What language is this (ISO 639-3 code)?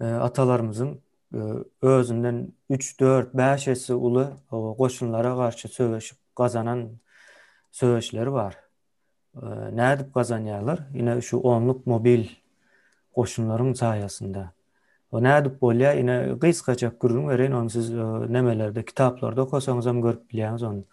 tuk